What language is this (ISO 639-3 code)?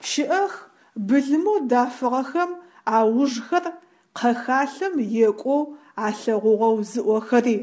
ady